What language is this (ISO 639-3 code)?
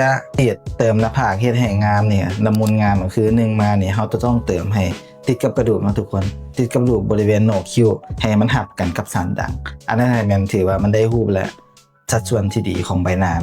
lao